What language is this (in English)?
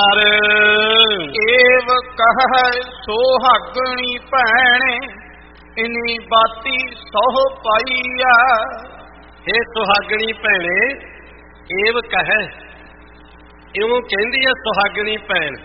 Punjabi